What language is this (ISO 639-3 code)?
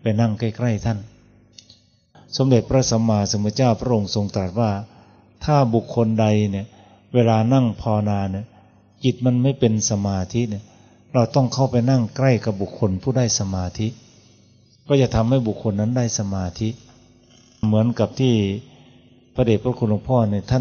tha